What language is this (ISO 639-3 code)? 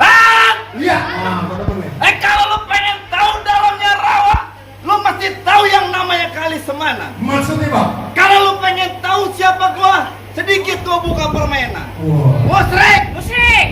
bew